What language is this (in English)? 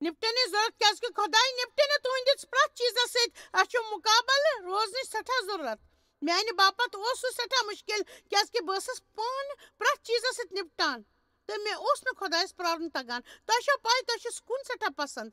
Kashmiri